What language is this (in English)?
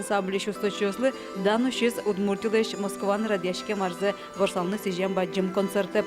Udmurt